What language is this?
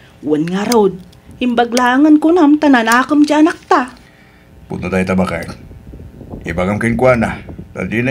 Iloko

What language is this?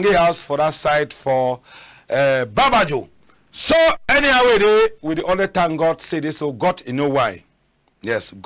Cameroon Pidgin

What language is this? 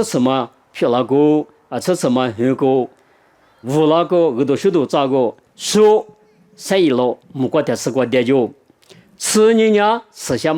Lisu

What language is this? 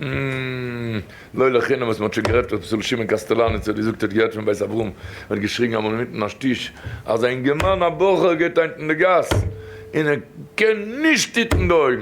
Yiddish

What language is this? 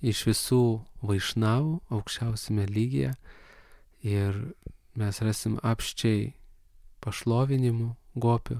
Lithuanian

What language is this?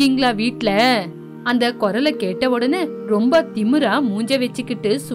Tamil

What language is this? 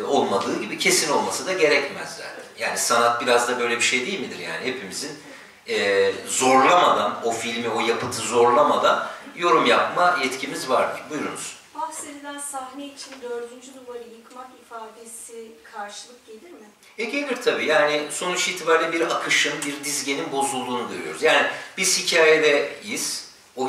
Turkish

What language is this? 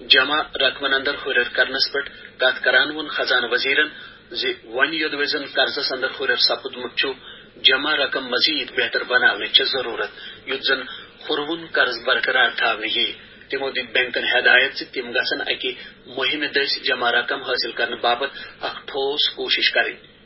Kashmiri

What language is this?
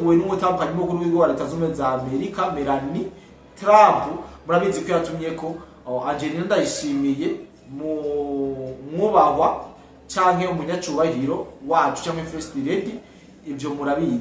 Rundi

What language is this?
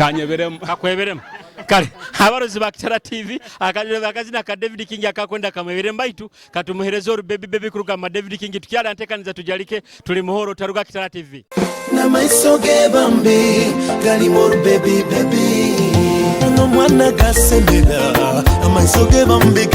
Nyoro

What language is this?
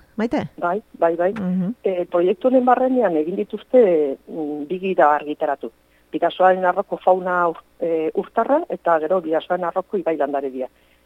Basque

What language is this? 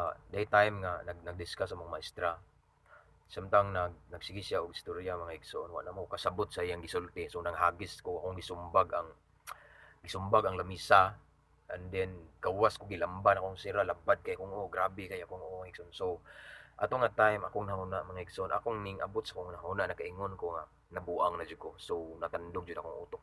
Cebuano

